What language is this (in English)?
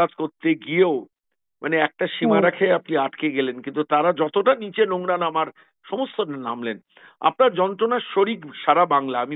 Bangla